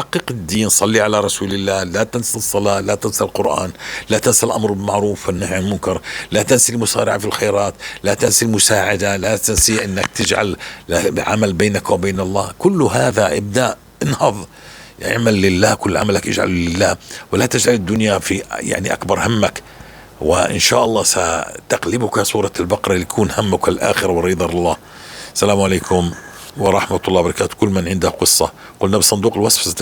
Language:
North Levantine Arabic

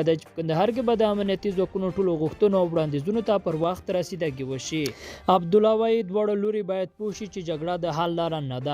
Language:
Pashto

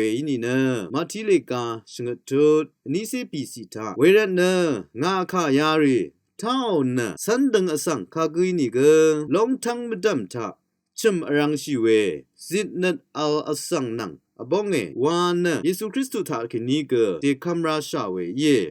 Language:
Rawang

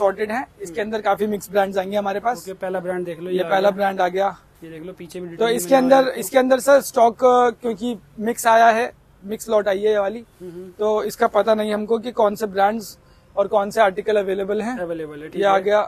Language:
Hindi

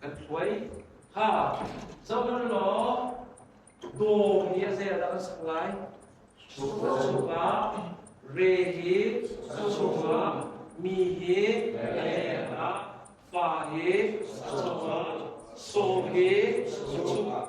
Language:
Hakha Chin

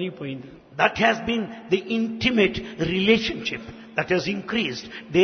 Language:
Telugu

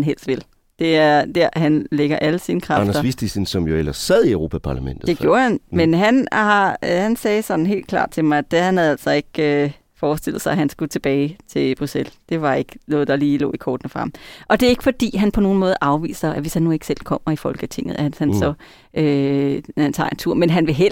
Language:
Danish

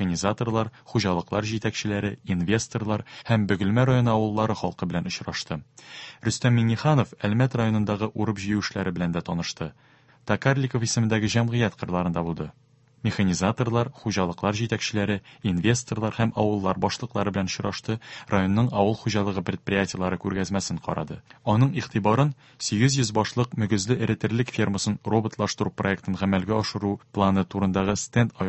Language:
Tatar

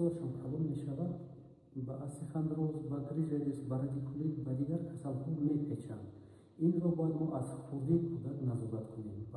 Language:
Tajik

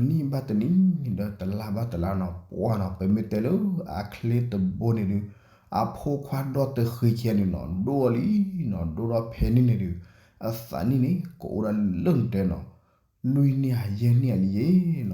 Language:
S'gaw Karen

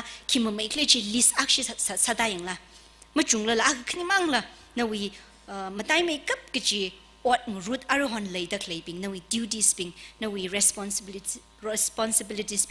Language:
Tangkhul Naga (India)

